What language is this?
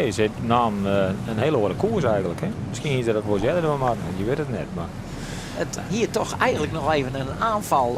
Western Frisian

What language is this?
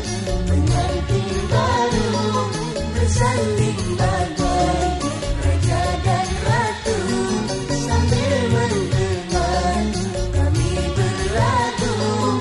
Malay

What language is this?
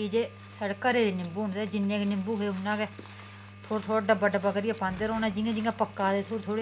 Dogri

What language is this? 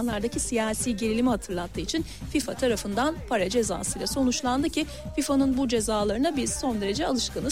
Turkish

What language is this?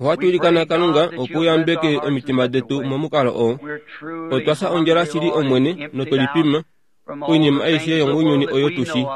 Kuanyama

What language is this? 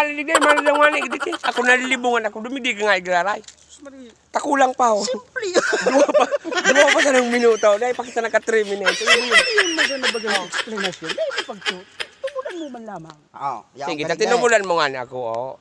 Bikol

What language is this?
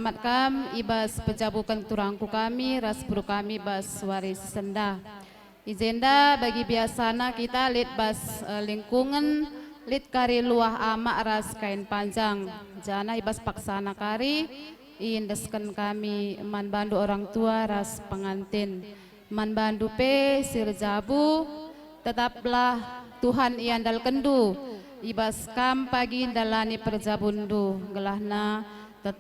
Batak Karo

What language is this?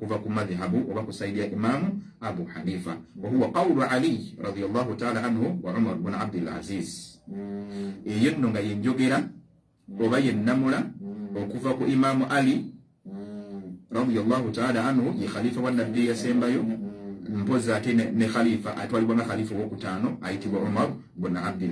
Ganda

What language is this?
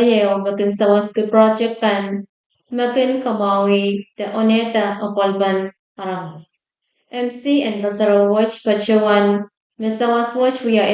Pohnpeian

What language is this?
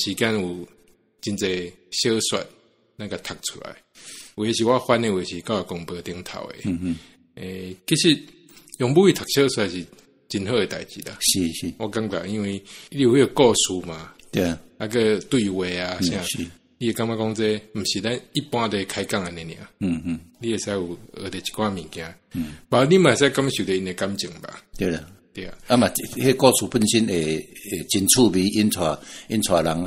Min Nan Chinese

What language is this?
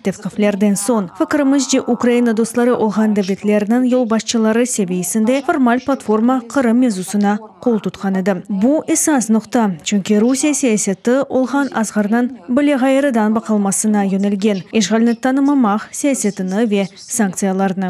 Crimean Tatar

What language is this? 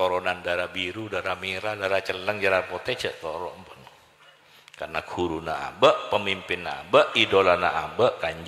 Madurese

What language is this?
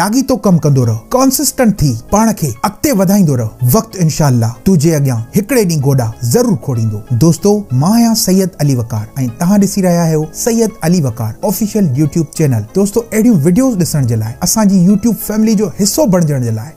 Sindhi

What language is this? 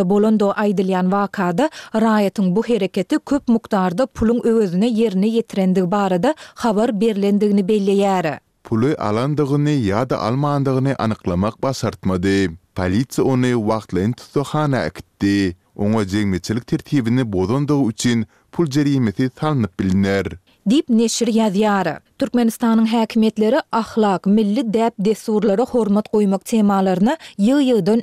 Turkmen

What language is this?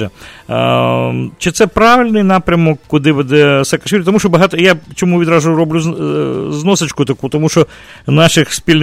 Ukrainian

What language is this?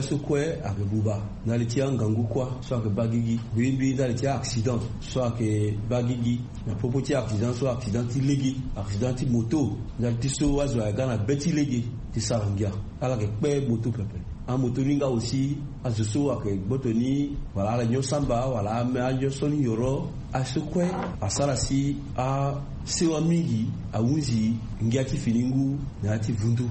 Sango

